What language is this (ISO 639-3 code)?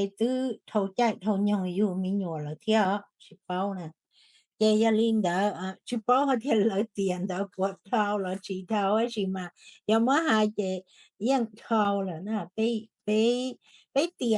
hmn